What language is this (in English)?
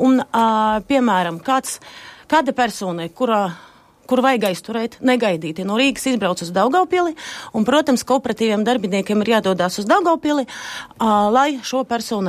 Latvian